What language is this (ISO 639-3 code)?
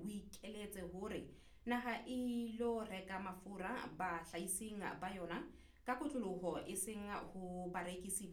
sot